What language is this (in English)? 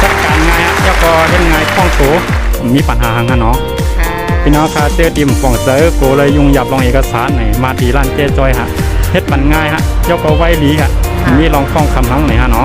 Shan